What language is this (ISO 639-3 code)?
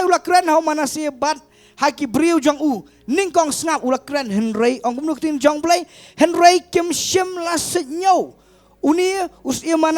kha